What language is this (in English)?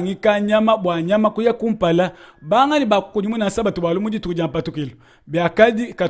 Luba-Lulua